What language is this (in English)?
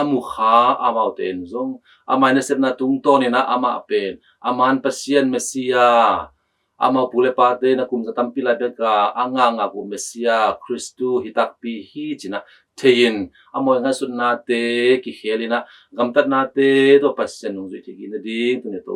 Tedim Chin